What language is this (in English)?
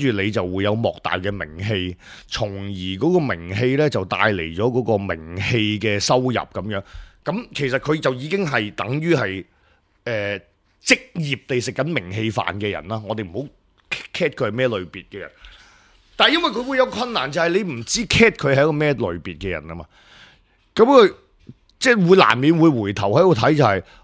Cantonese